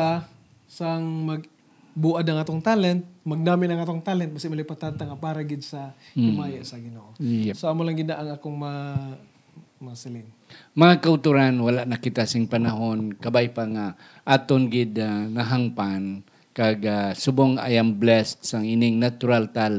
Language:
Hiligaynon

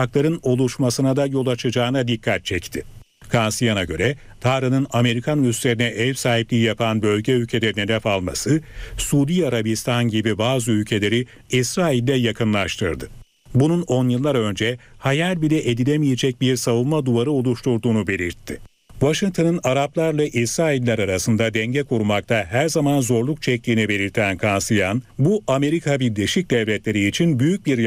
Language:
Turkish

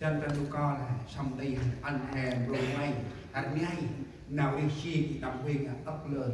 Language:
Central Mnong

